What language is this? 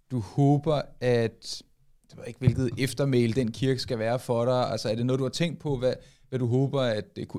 Danish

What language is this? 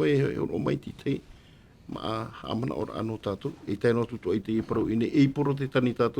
Tahitian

